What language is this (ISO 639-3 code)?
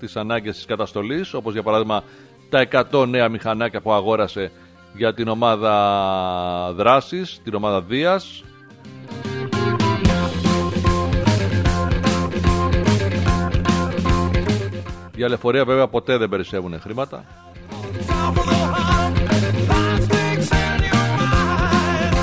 ell